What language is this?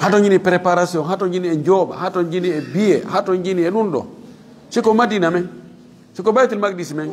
Fula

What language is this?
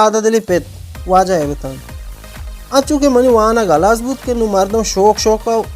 Baluchi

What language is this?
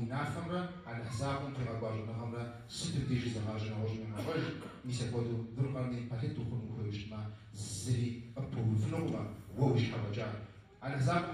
Kabardian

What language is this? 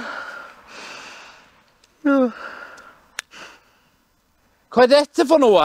Norwegian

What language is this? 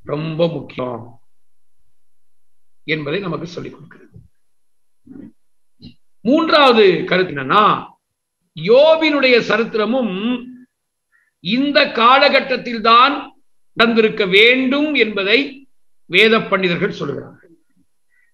Tamil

